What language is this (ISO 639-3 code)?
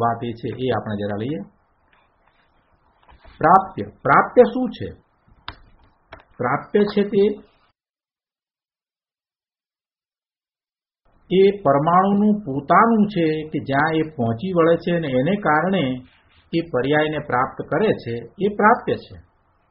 guj